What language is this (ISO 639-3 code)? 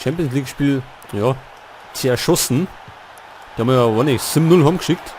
bar